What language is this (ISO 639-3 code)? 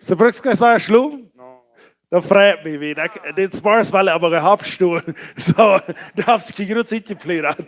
pdt